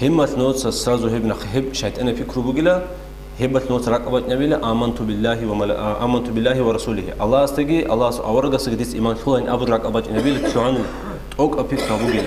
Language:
Avaric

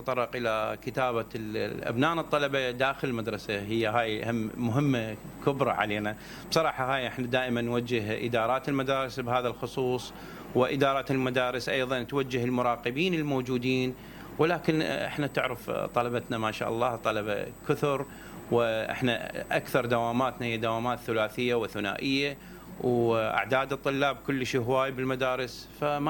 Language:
Mesopotamian Arabic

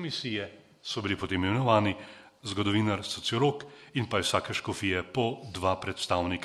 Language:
Slovenian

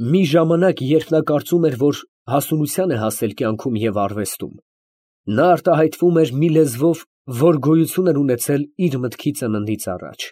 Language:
Armenian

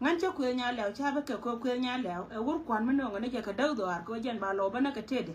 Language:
Nuer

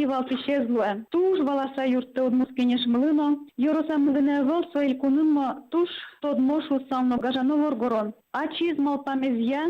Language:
Udmurt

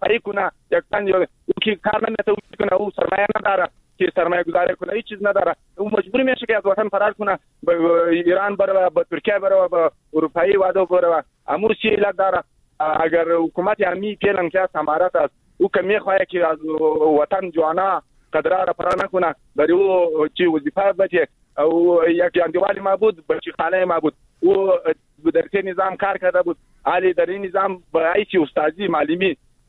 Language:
Persian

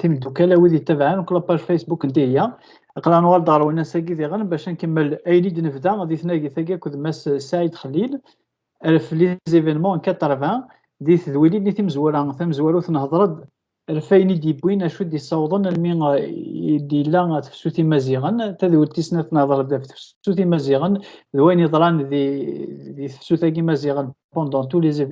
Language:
Kabyle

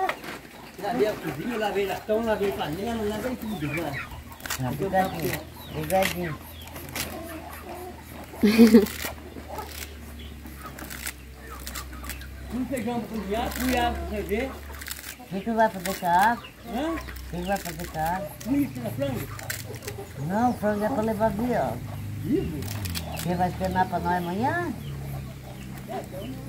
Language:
Portuguese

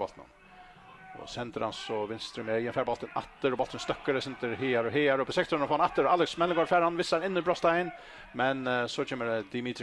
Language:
Faroese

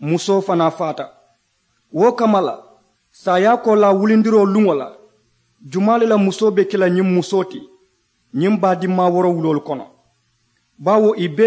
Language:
Mandingo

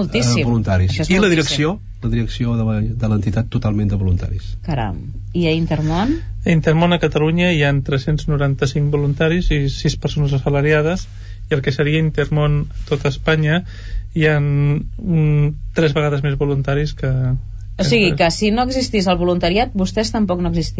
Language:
Catalan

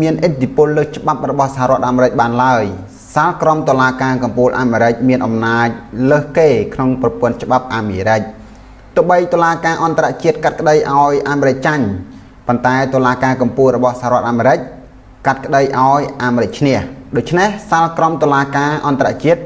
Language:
Khmer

